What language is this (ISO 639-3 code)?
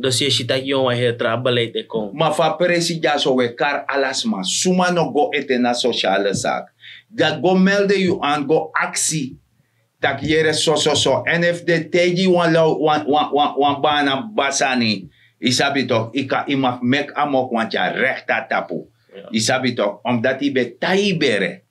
srn